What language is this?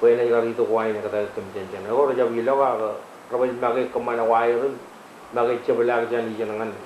Marshallese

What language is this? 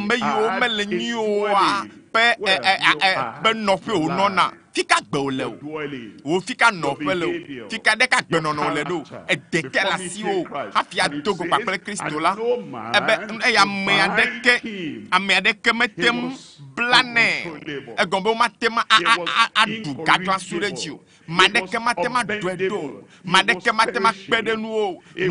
Ewe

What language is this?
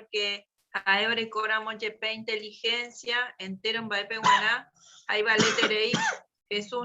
Guarani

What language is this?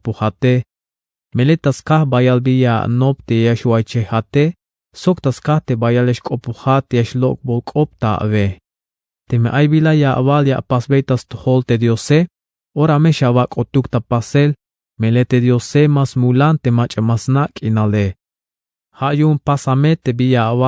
Tzeltal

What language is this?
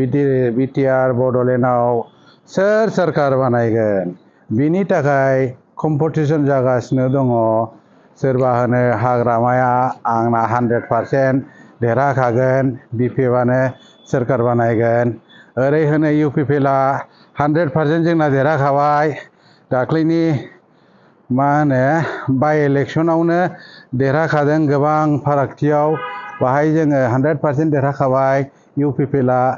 Bodo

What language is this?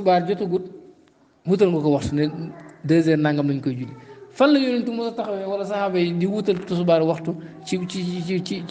Wolof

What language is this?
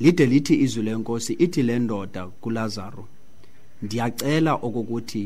Xhosa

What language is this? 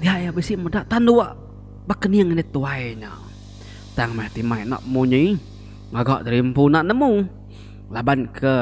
Iban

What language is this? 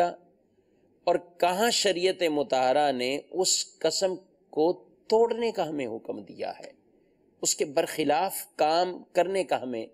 Urdu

